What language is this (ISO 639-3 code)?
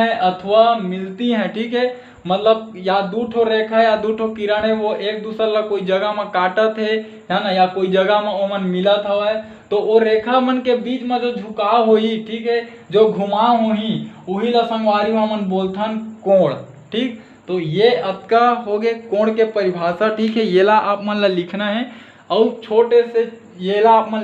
hne